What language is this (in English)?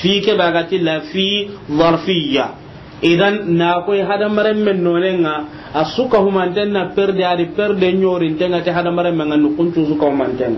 Soninke